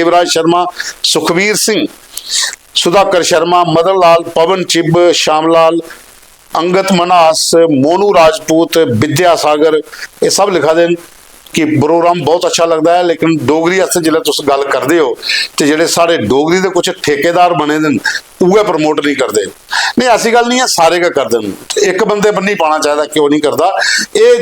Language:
Dogri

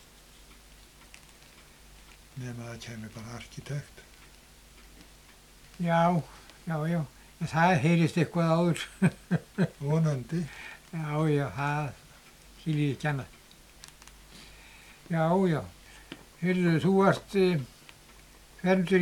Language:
Icelandic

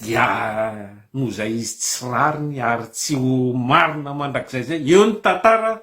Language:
Malagasy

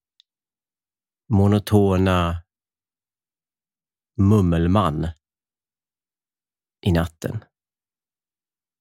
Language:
Swedish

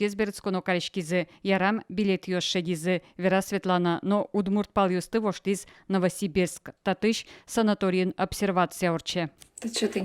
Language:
Udmurt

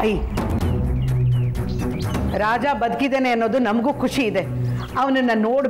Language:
Kannada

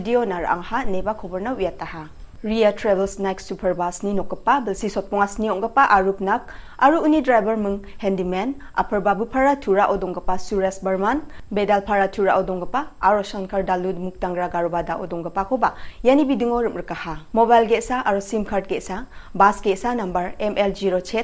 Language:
Garo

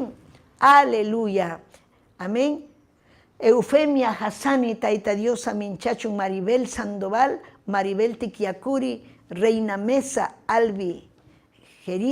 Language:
Ayacucho Quechua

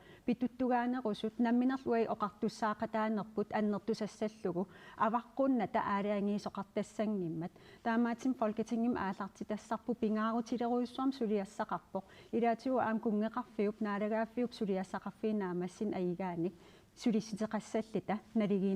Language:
Kalaallisut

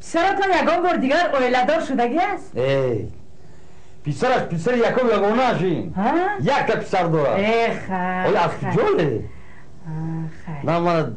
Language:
Tajik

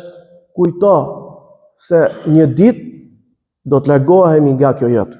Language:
Albanian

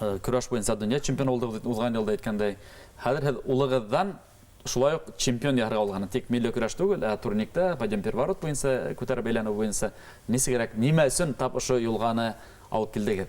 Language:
Bashkir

